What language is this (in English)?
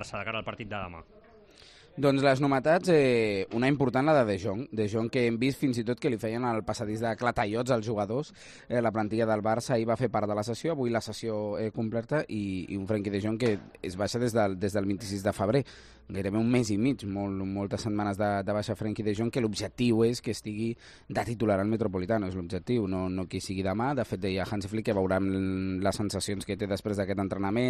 Catalan